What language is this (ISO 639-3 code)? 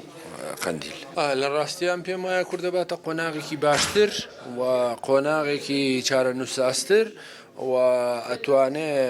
ckb